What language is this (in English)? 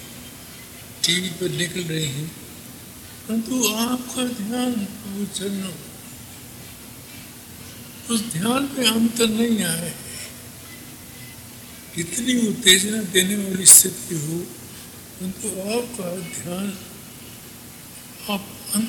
Hindi